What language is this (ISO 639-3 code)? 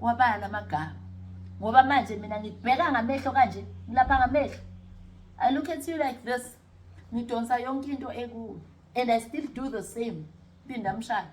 zul